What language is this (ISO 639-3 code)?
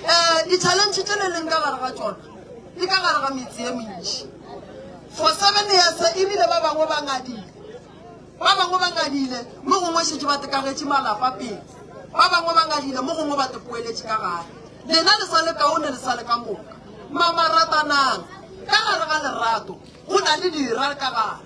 nso